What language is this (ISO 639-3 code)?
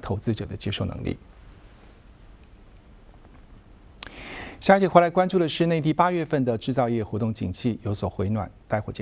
zho